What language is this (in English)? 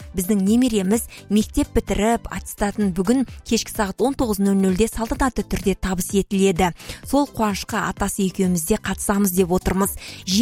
Kazakh